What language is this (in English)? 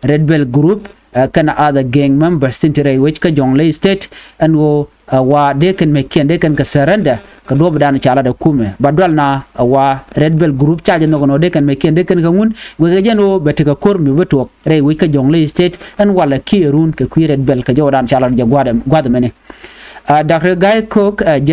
Nuer